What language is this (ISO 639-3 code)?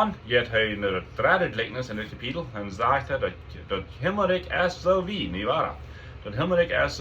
pdt